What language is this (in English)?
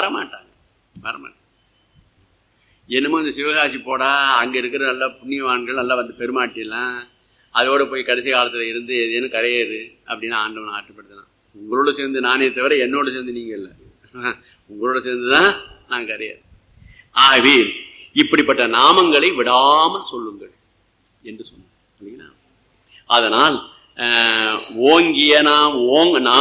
Tamil